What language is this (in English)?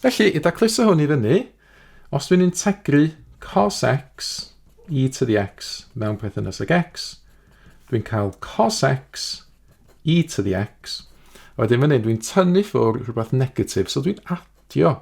Welsh